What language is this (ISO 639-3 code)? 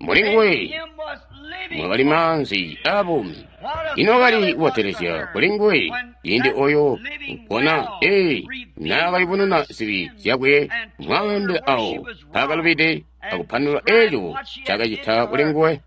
toi